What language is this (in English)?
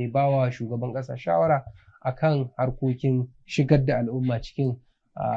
Hausa